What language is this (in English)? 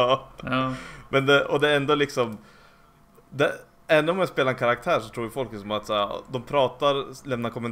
Swedish